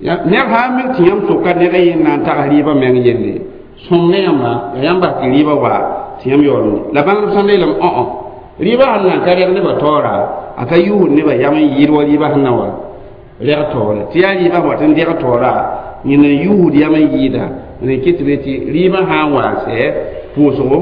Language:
Mossi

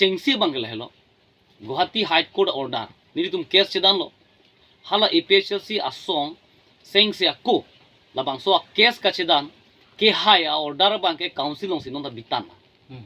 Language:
Karbi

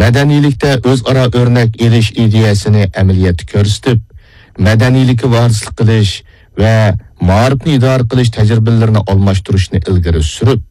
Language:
Uyghur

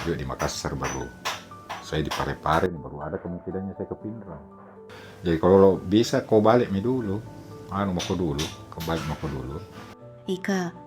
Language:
Makassar Malay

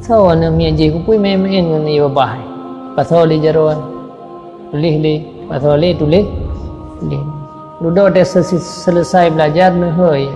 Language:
Achinese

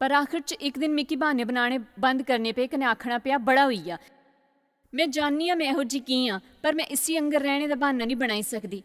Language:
Dogri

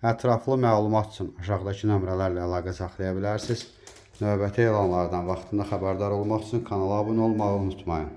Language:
Azerbaijani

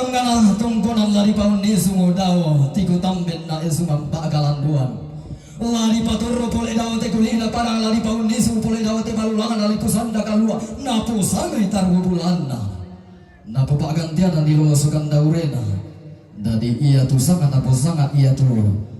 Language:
Toraja-Sa'dan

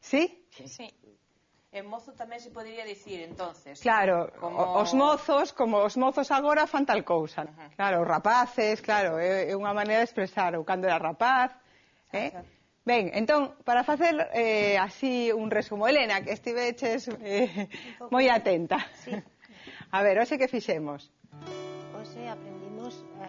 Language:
Galician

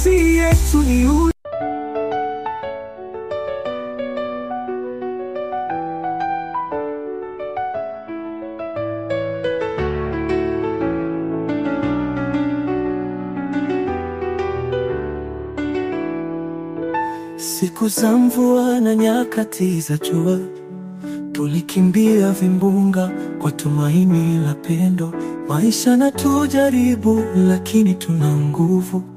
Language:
Swahili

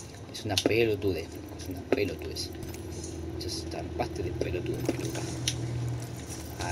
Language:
Spanish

